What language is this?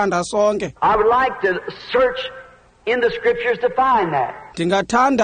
Xhosa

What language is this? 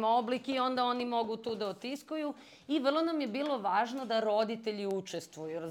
Serbian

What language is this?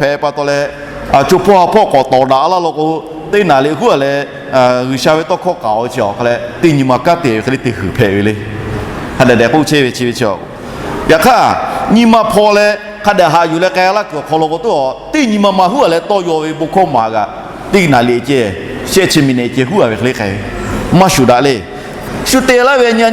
Lahu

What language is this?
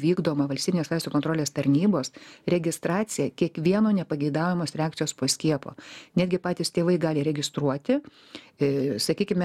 Lithuanian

